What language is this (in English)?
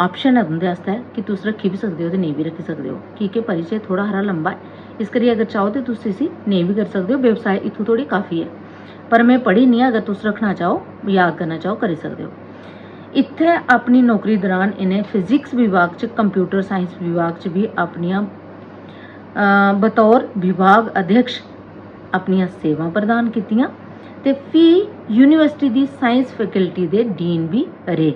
Dogri